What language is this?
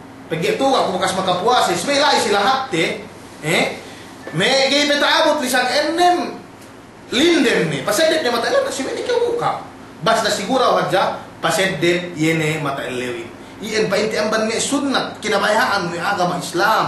Yakan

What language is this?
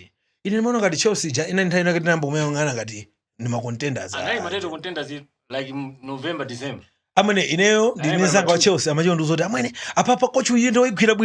Nyanja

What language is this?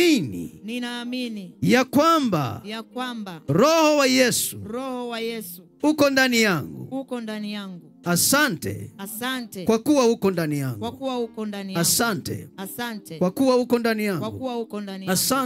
Swahili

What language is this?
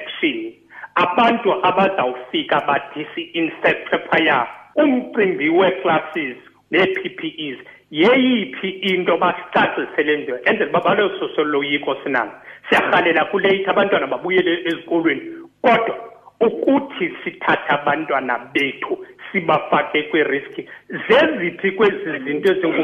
Xhosa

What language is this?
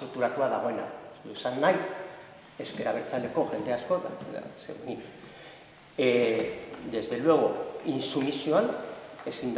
Basque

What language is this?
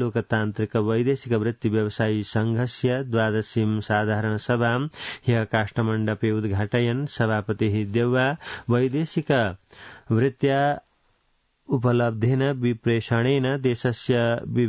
Sanskrit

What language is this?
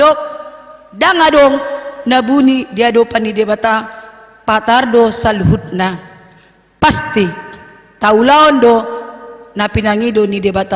Batak Toba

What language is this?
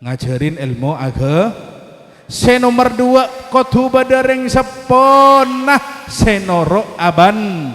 Madurese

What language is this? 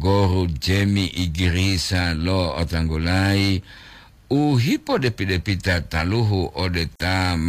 Gorontalo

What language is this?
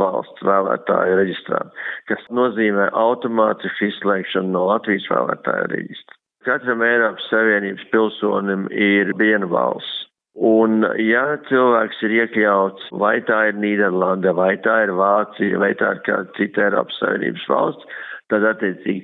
Latvian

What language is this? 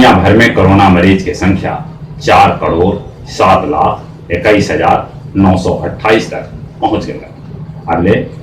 Magahi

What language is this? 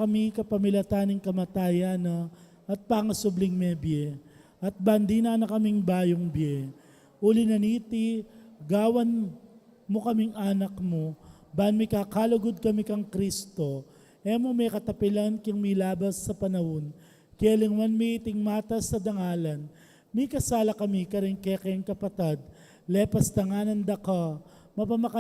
Pampanga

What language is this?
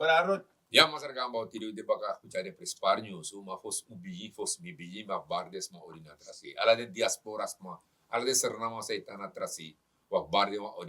Sranan Tongo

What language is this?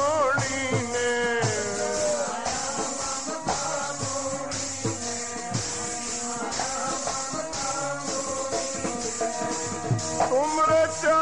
Punjabi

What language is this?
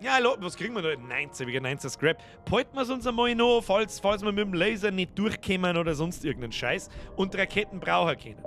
Bavarian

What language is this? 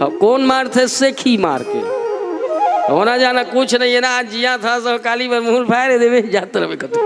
Chhattisgarhi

